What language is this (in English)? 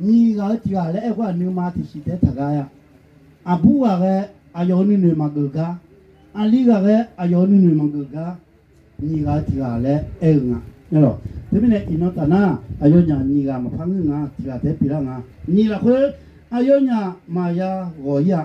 Akha